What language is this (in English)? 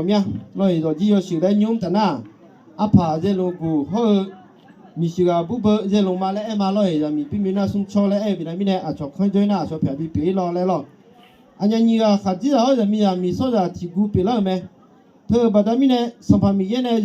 Akha